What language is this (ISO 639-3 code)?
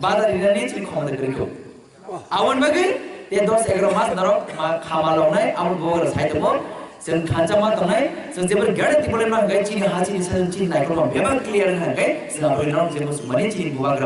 trp